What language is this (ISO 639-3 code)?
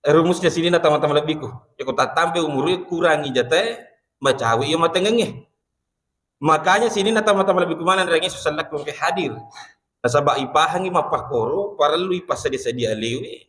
bug